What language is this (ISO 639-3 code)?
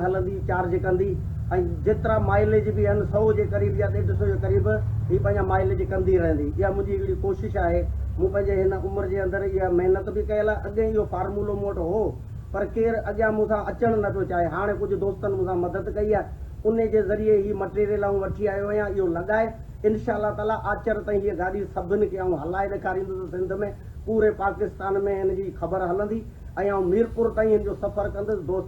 snd